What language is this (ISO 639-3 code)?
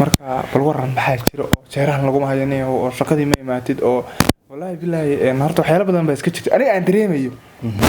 som